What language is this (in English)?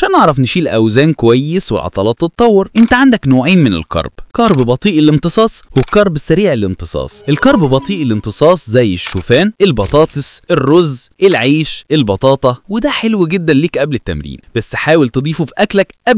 Egyptian Arabic